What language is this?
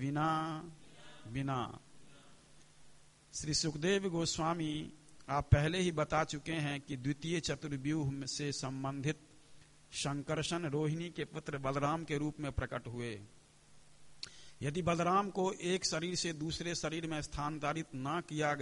Hindi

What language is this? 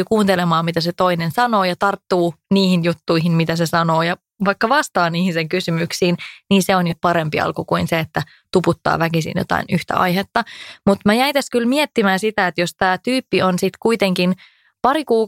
Finnish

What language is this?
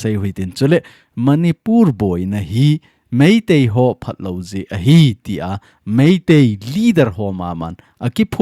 Thado Chin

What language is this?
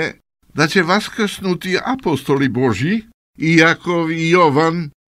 Serbian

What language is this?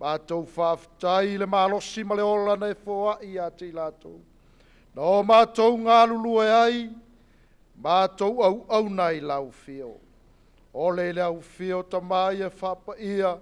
Samoan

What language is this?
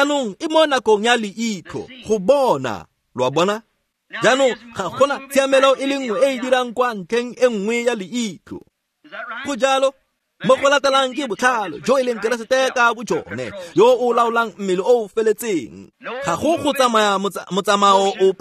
Tswana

